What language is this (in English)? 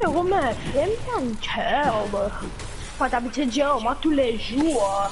Morisyen